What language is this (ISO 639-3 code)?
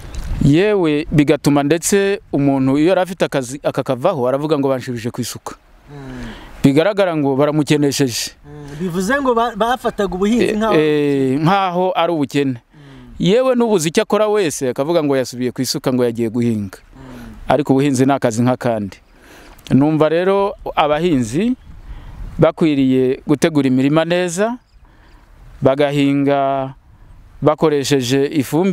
kin